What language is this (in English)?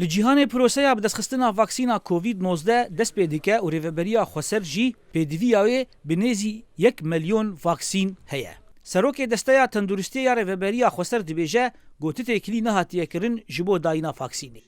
Kurdish